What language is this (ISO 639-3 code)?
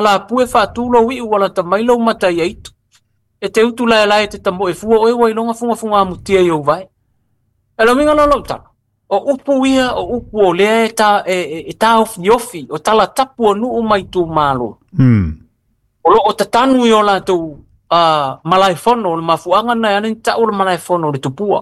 smo